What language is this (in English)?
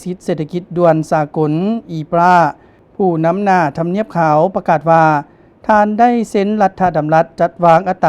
Lao